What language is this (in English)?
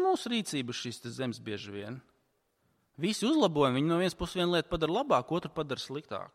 Latvian